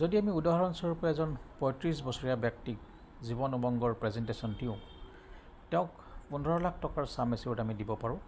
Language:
Assamese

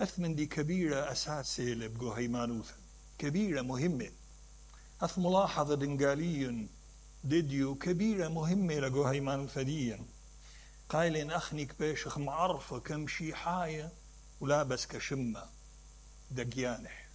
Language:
Mesopotamian Arabic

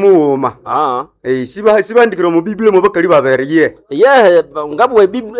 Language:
Nande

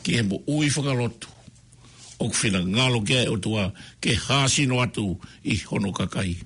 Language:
Tongan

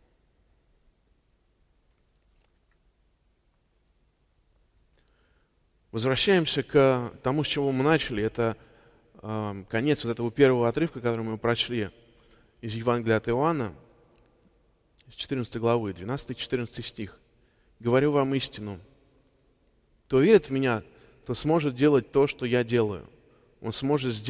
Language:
Russian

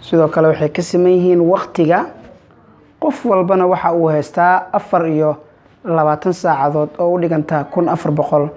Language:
Somali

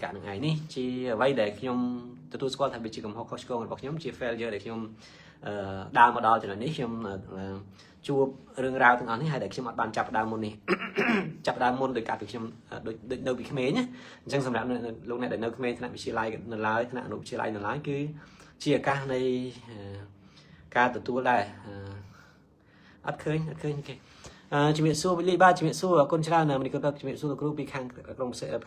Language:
Khmer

